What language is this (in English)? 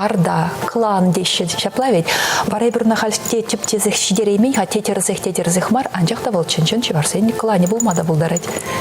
Chuvash